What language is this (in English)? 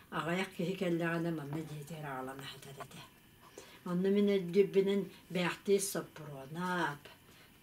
Yakut